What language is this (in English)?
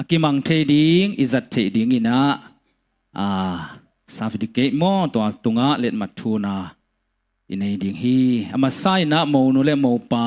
Tedim Chin